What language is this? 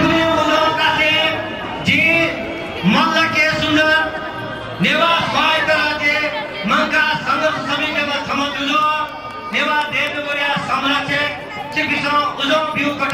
Newari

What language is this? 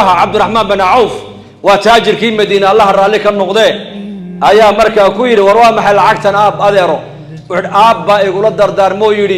Somali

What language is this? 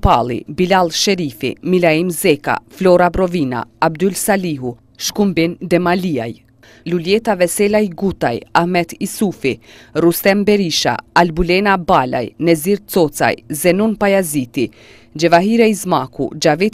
Albanian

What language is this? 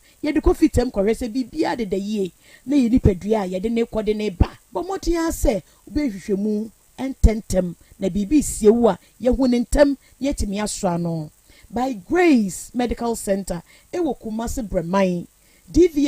Akan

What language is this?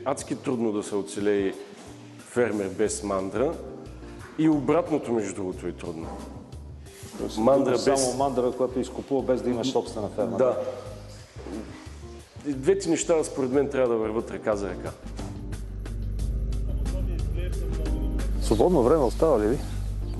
Bulgarian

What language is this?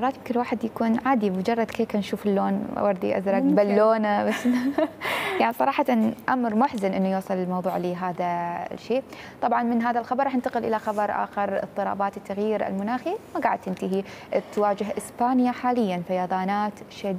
Mesopotamian Arabic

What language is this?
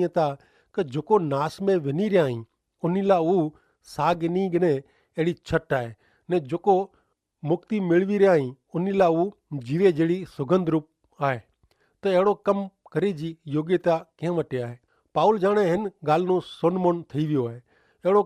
Kachhi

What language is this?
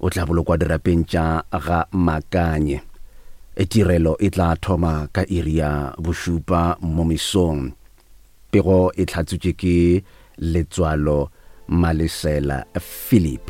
Northern Sotho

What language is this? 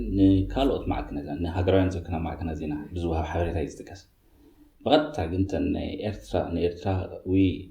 Tigrinya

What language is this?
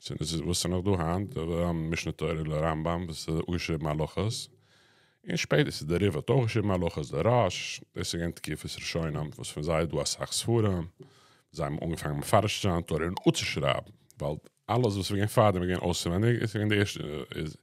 Yiddish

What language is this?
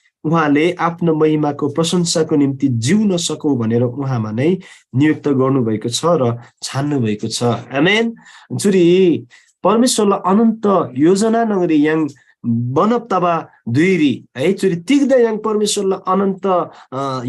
Eastern Tamang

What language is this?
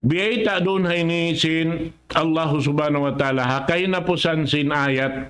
Tausug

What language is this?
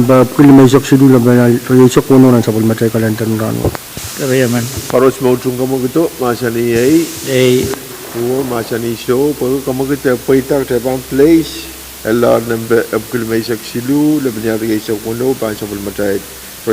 Pohnpeian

